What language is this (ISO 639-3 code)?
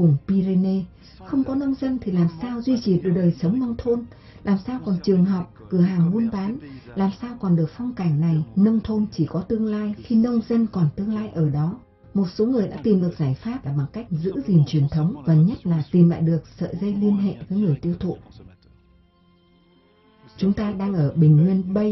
vie